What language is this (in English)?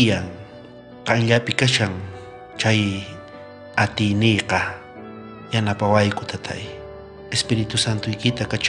South Bolivian Quechua